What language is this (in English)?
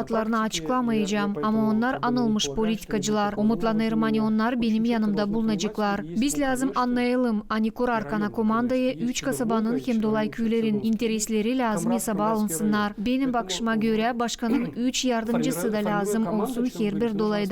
Gagauz